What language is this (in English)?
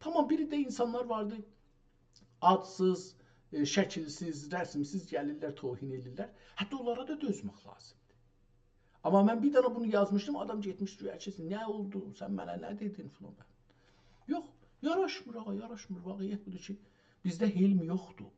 South Azerbaijani